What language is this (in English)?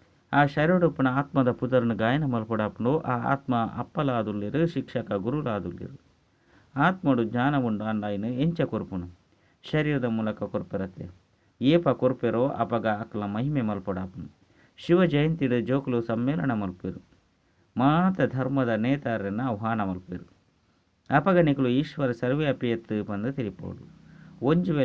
Tulu